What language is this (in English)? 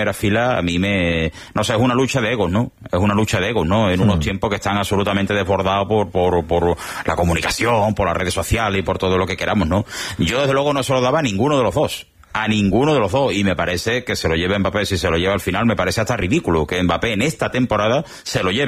Spanish